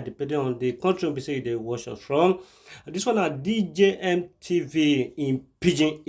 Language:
Nigerian Pidgin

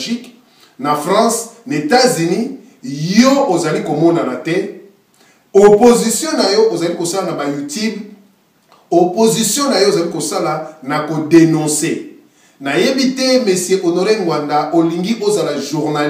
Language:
Lingala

